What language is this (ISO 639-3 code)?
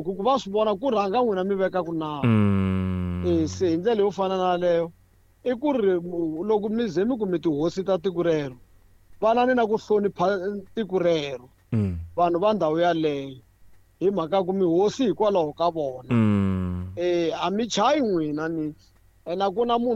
tso